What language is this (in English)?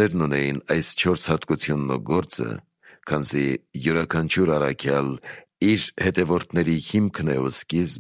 Armenian